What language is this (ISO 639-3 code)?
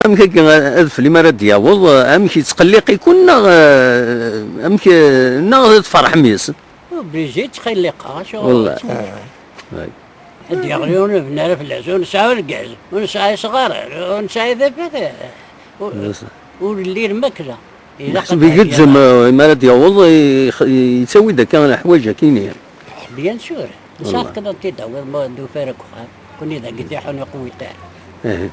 kab